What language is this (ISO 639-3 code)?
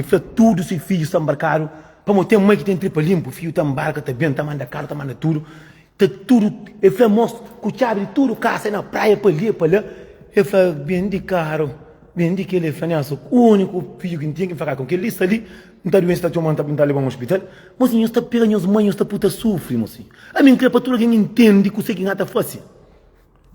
kea